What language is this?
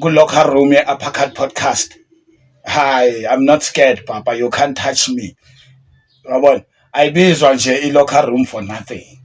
Zulu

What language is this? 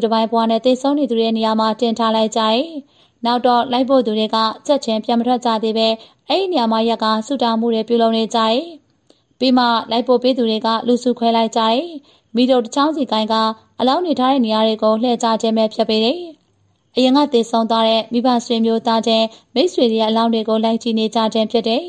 Burmese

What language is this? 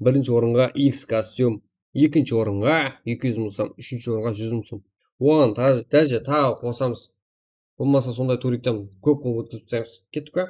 Kara-Kalpak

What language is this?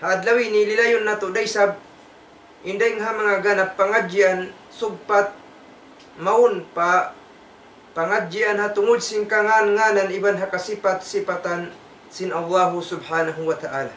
Tausug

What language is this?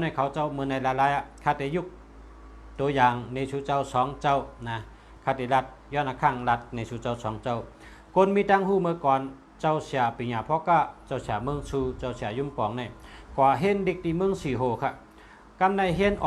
Shan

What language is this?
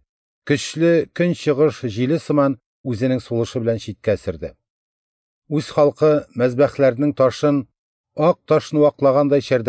Tatar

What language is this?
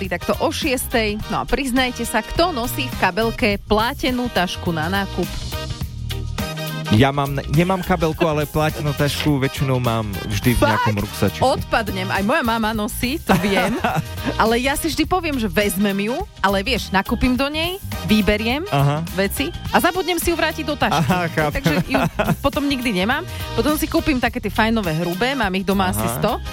Slovak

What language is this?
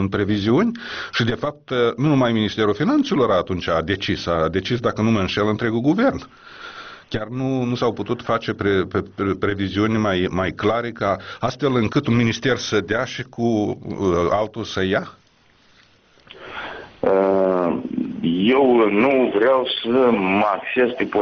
Romanian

